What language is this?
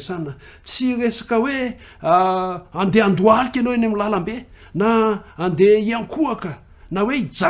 Malagasy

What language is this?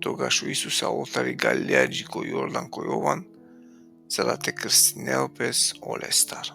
Balkan Romani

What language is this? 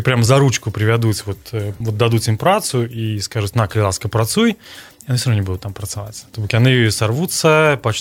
Belarusian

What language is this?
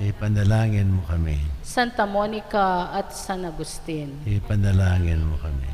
Pampanga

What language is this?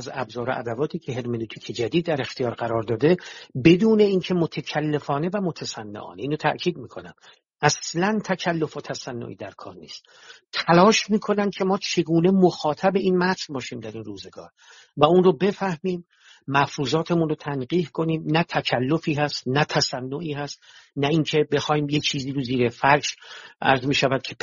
Persian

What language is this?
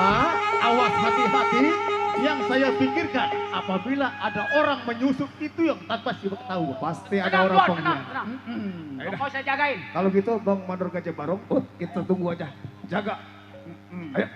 Betawi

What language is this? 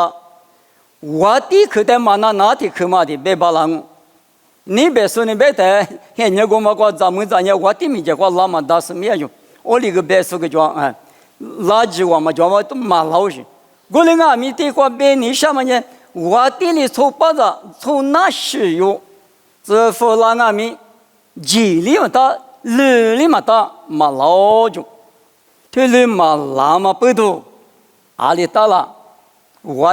Lisu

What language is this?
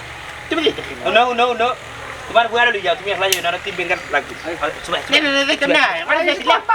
Sylheti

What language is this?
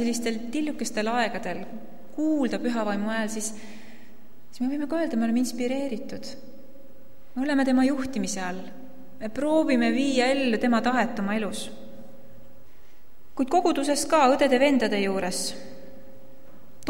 Estonian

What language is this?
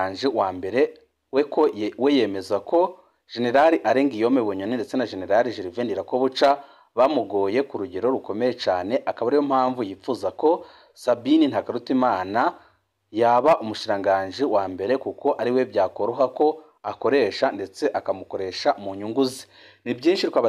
Rundi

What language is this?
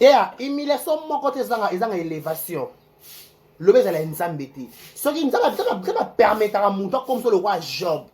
Lingala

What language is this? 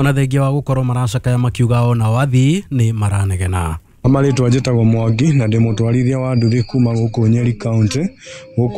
Kikuyu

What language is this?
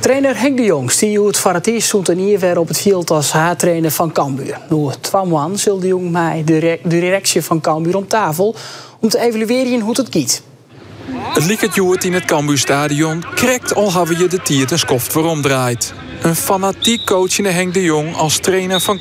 Western Frisian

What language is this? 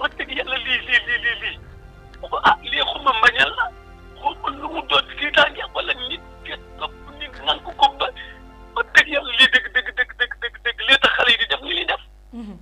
Wolof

